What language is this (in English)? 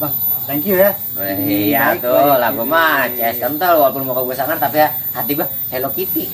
Betawi